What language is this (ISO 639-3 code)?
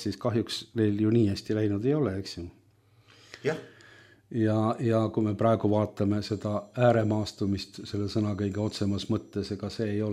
est